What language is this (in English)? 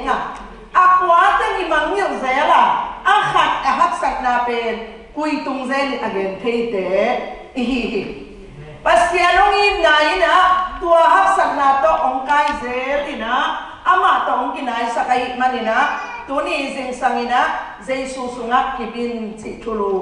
Tedim Chin